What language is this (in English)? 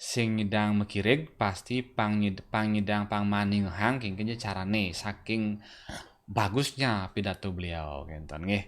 Balinese